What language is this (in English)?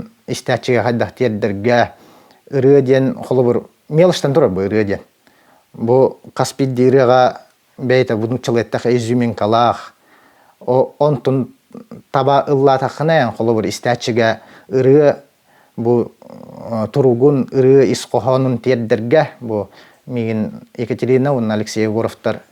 Yakut